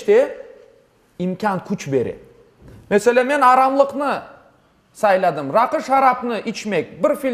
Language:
Crimean Tatar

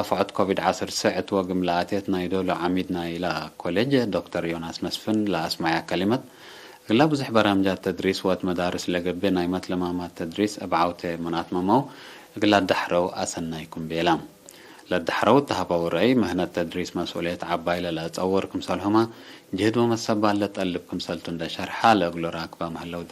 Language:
Tigre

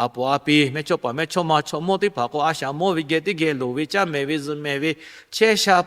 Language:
Lahu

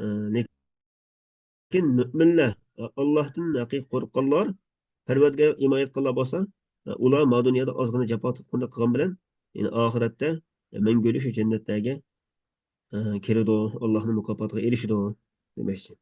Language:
Uyghur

